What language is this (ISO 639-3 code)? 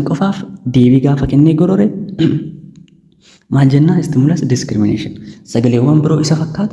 orm